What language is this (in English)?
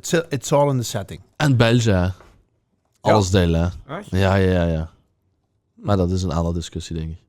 Limburgish